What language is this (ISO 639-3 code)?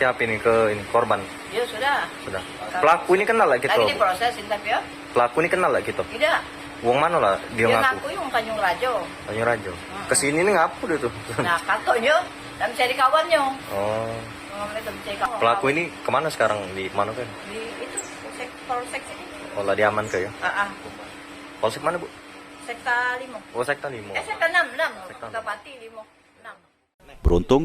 mui